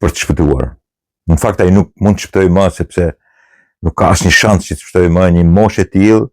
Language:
Albanian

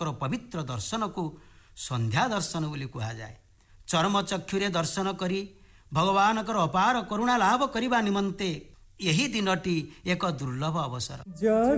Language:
Odia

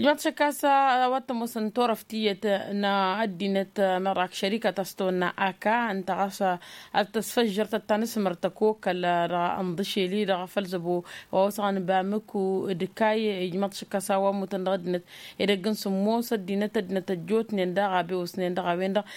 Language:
Tamasheq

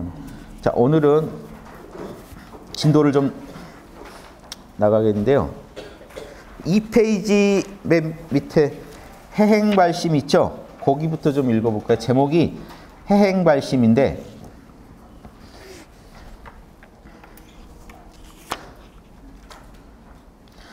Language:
Korean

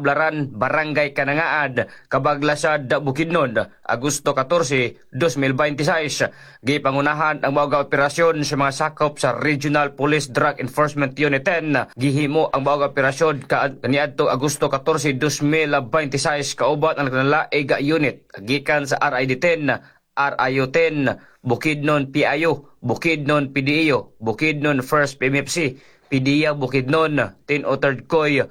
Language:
Cebuano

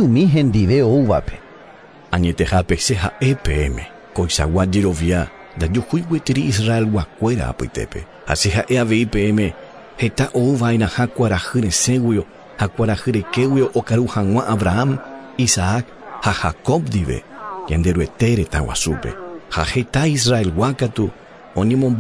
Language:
Guarani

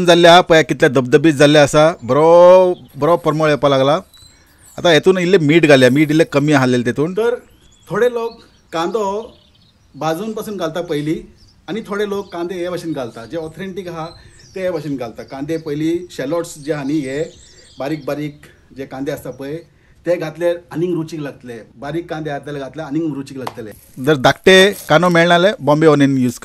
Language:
Konkani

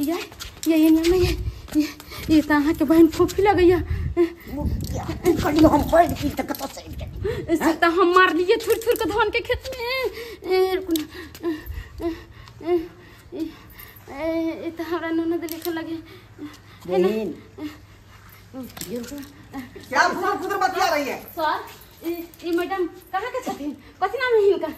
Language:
Maithili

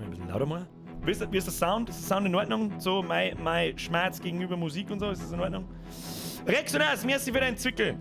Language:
Bavarian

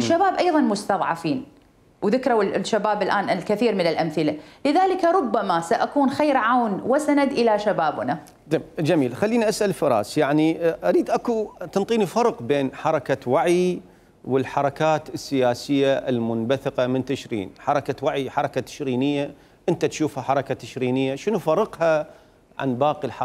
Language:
Mesopotamian Arabic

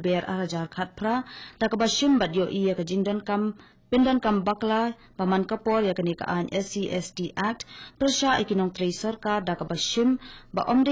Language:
Khasi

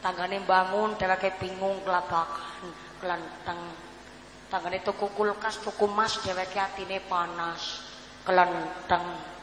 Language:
Javanese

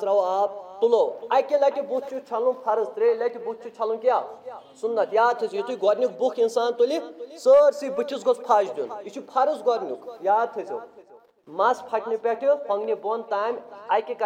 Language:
Kashmiri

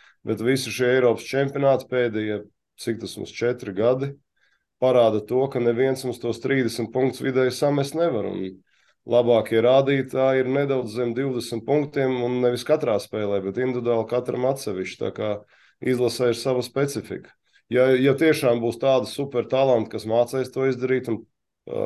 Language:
Latvian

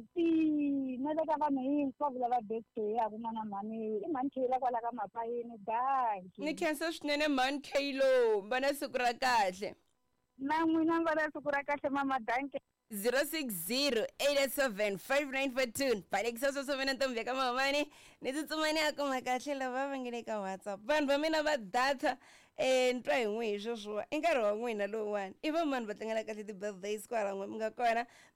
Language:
Tsonga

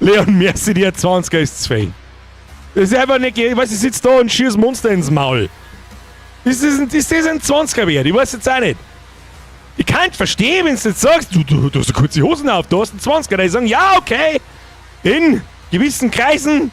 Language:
Bavarian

